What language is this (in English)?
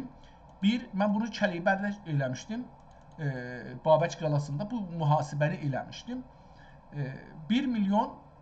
South Azerbaijani